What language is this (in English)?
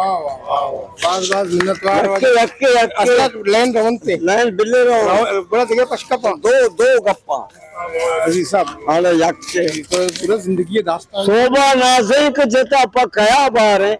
Eastern Balochi